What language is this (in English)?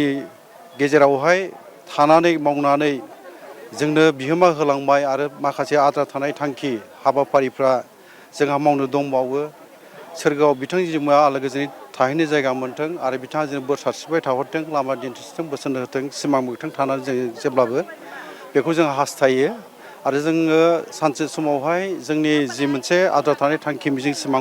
Bodo